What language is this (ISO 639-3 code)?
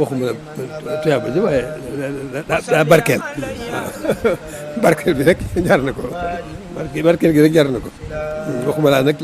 wol